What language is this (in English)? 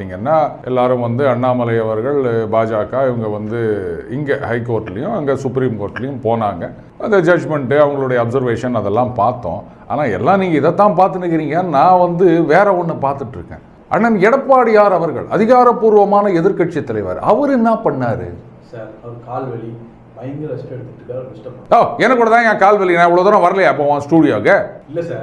Tamil